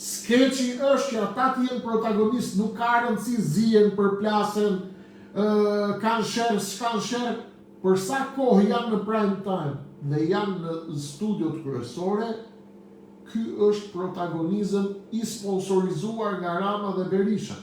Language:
Albanian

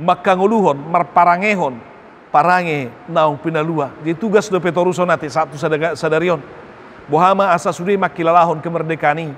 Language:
Batak Toba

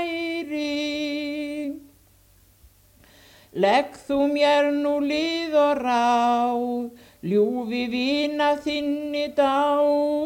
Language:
Icelandic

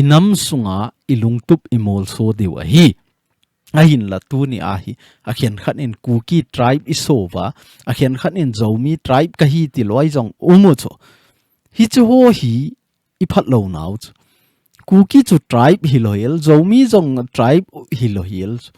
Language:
Thado Chin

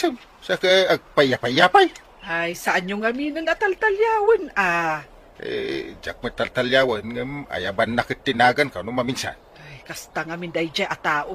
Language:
Iloko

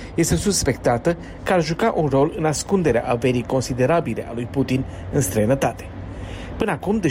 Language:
Romanian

